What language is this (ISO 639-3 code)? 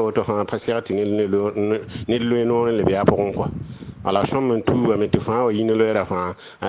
mos